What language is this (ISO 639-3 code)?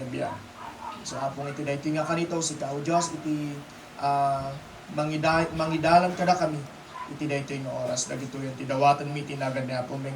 ilo